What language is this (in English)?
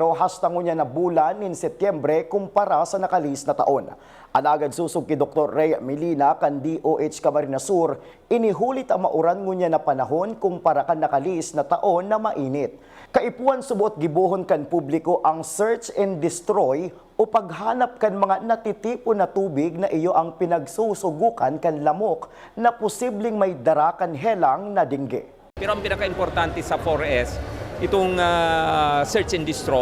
Bikol